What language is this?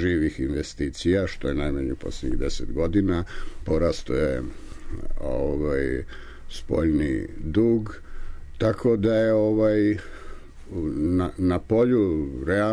Serbian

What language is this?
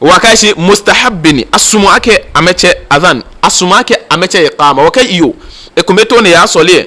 Ga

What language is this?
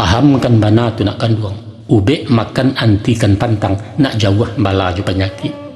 Minangkabau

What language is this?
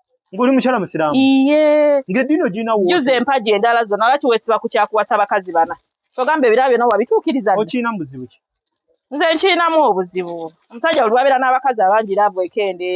Ganda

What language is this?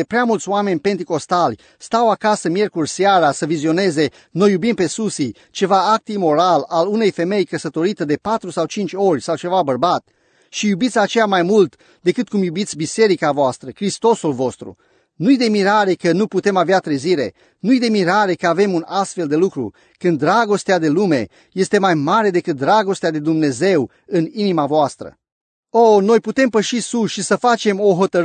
Romanian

